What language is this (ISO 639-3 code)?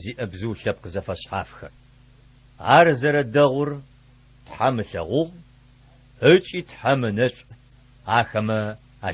ady